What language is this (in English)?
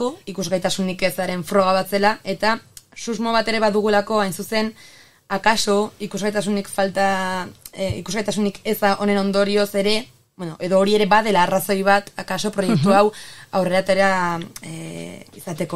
Basque